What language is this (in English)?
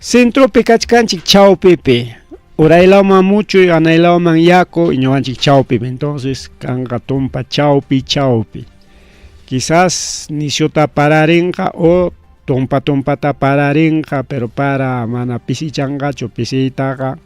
Ayacucho Quechua